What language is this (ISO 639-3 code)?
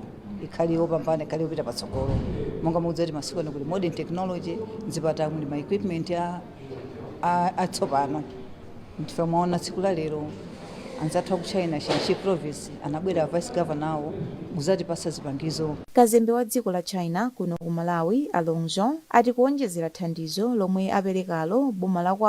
nya